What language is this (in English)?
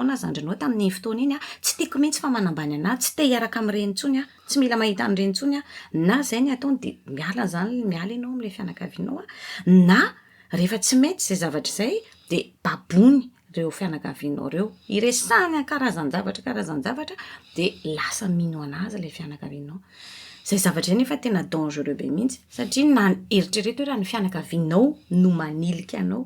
Malagasy